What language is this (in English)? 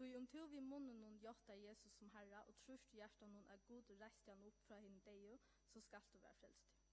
Faroese